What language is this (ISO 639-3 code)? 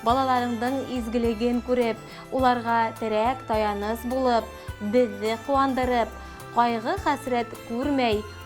bak